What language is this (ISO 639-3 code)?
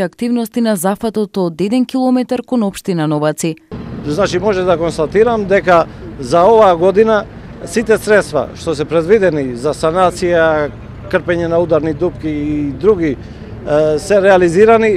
mkd